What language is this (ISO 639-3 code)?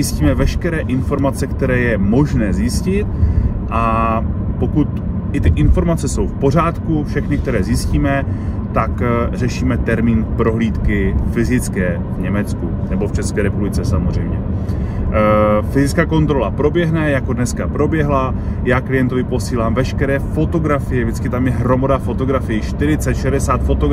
ces